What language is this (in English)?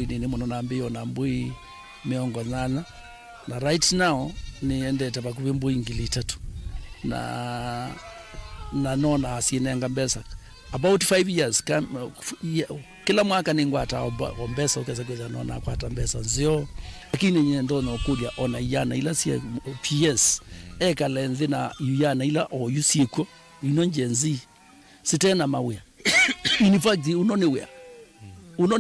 Kamba